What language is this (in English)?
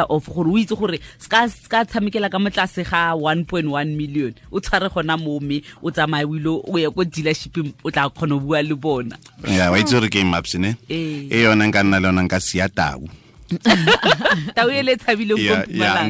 Tswana